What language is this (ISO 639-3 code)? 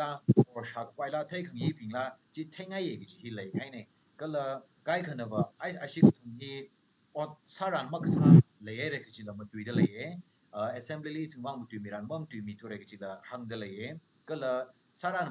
nmf